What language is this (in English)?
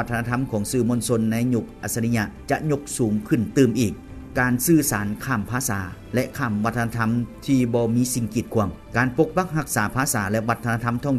Lao